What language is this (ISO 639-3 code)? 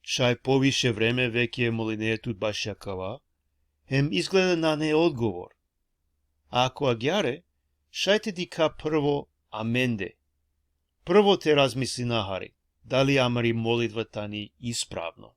rmn